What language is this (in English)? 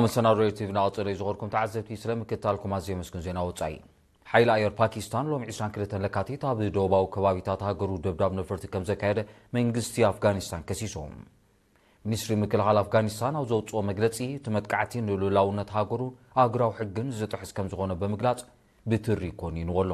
Tigrinya